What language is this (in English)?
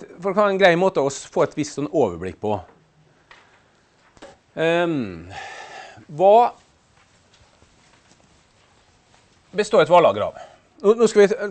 Norwegian